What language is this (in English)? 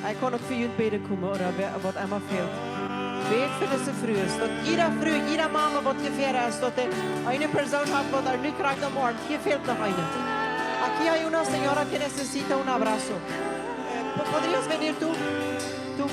Plautdietsch